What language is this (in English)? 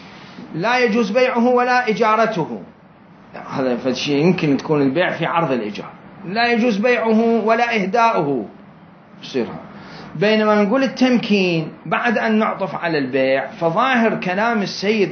Mesopotamian Arabic